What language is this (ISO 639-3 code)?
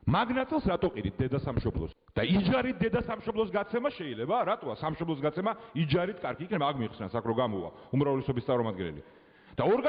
kat